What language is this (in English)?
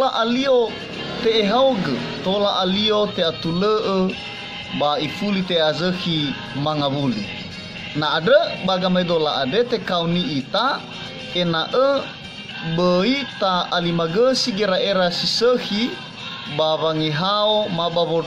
Nias